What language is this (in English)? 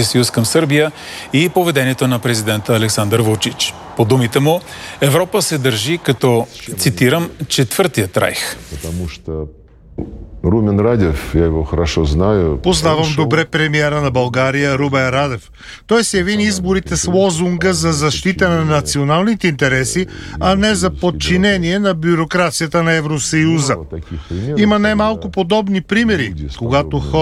Bulgarian